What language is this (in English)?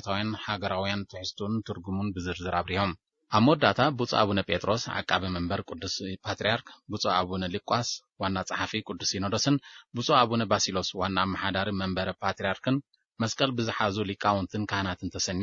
Tigrinya